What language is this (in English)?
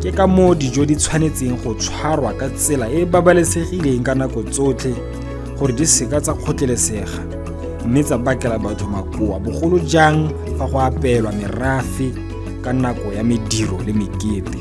Tswana